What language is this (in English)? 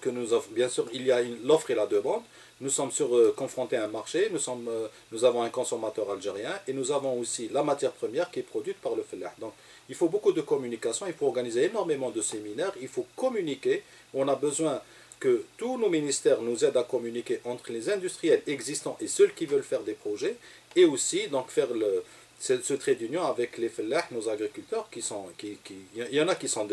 French